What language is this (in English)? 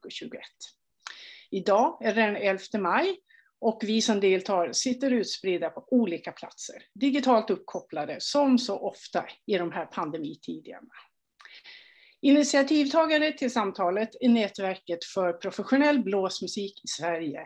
Swedish